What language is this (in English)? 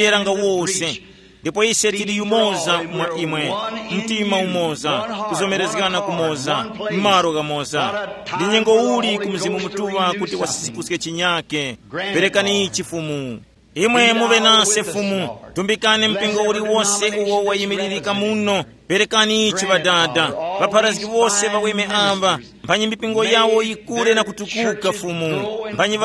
Tumbuka